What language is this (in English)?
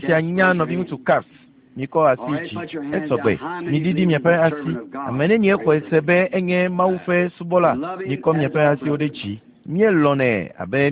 Ewe